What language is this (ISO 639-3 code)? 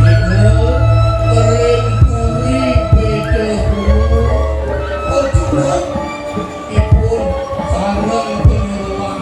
ban